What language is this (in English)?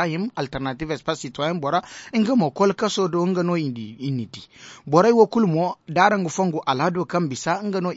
Zarma